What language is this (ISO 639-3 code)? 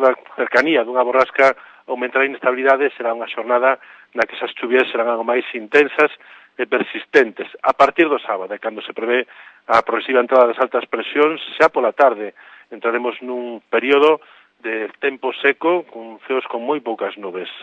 glg